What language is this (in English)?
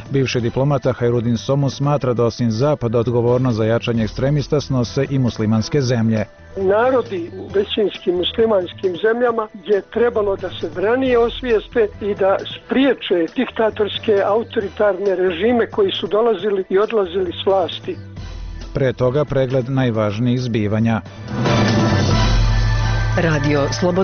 Bosnian